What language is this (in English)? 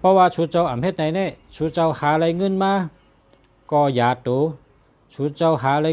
Shan